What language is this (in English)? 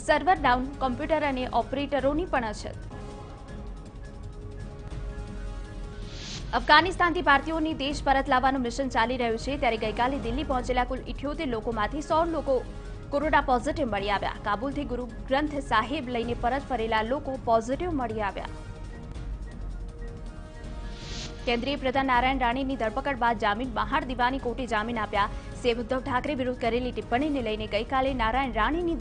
Gujarati